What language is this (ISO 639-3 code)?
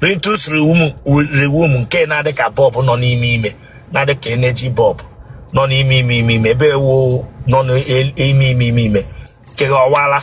ibo